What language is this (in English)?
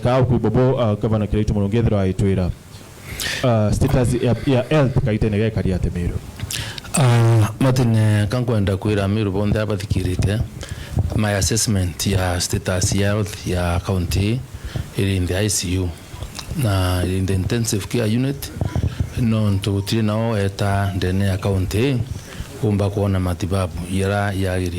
Meru